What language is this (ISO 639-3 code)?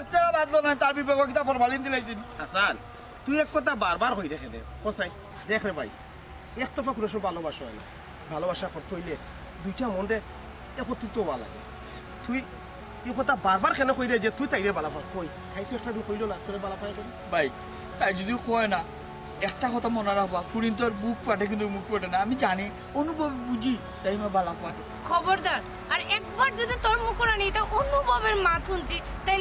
syl